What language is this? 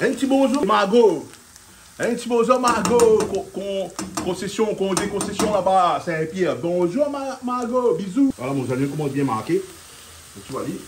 Réunion Creole French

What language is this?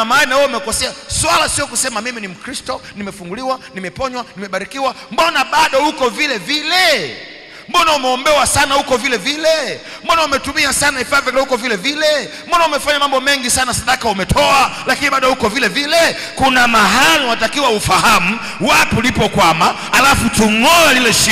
Swahili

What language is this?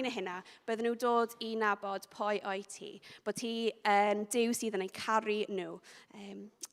Welsh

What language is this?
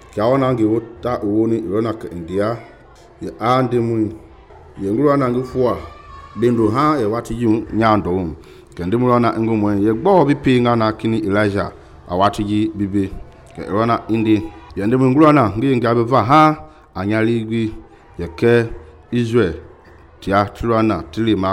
Mende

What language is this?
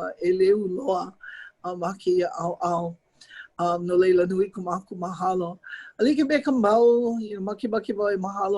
Hawaiian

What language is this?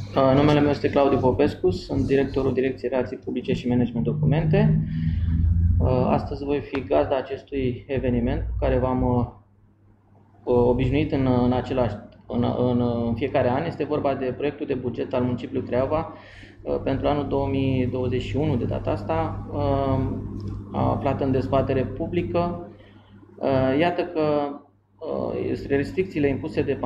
Romanian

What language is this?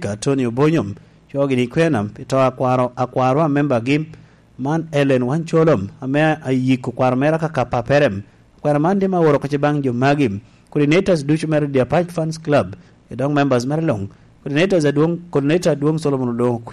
Lango (Uganda)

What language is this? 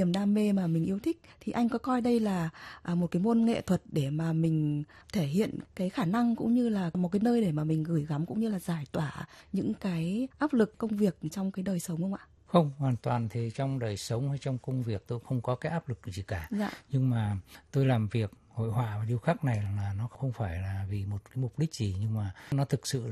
Vietnamese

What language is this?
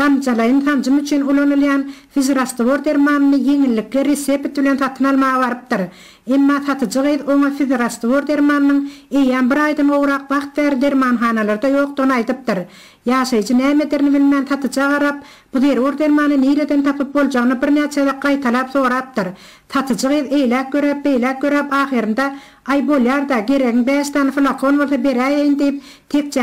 Turkmen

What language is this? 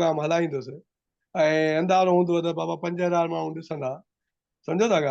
Sindhi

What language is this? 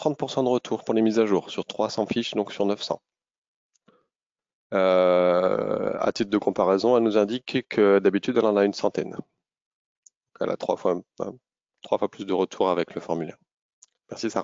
French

